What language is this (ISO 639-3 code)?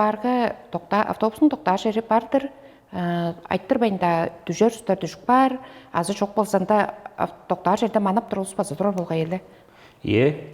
tyv